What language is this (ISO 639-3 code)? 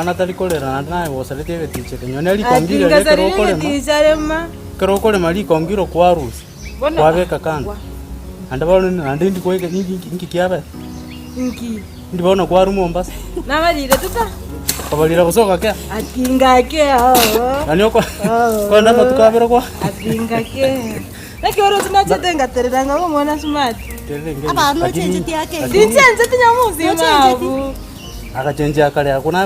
guz